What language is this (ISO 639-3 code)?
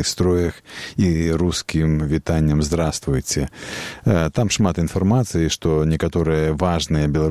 bel